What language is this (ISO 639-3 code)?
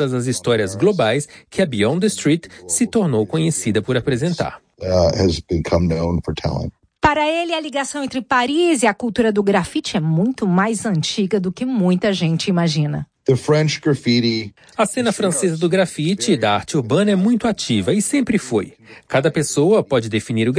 por